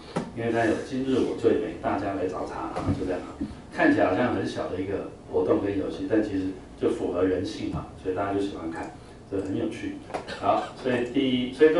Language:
Chinese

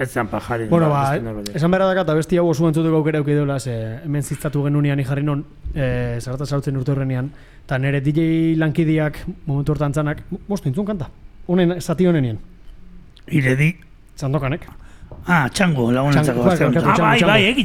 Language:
Basque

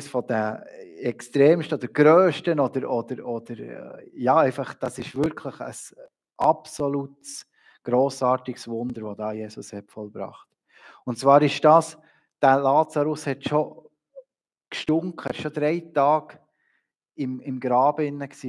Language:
Swiss German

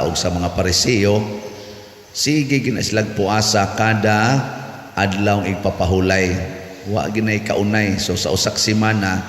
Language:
Cebuano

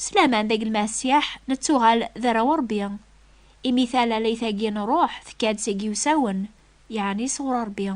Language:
Kabyle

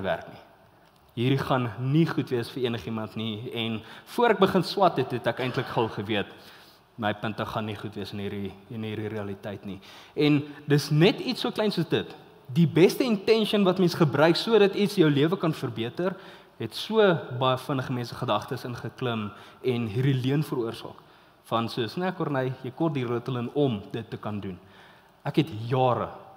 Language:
Afrikaans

